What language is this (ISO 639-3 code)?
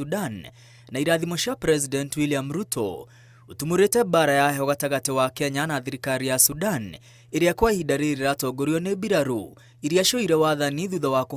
kik